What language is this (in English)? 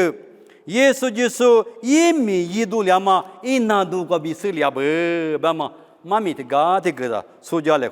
Lisu